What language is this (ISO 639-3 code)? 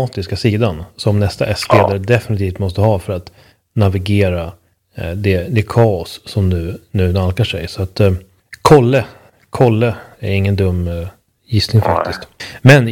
swe